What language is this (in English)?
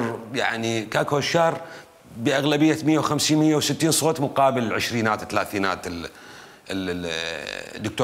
Mesopotamian Arabic